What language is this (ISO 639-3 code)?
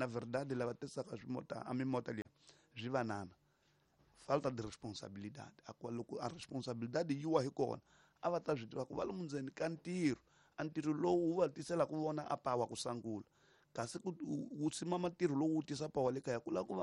tso